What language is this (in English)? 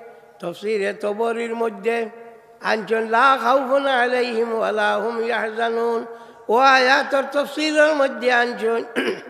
Sylheti